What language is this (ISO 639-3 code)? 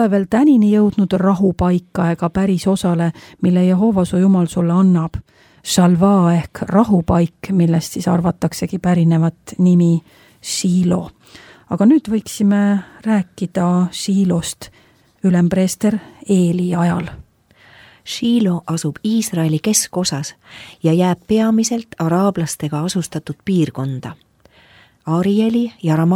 est